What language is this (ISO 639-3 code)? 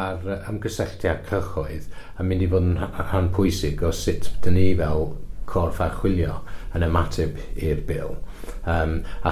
cym